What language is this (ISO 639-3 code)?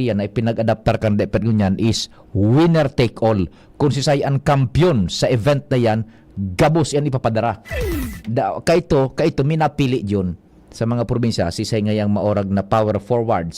bik